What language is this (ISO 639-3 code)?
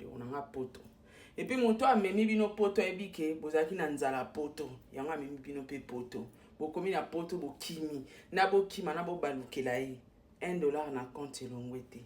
lin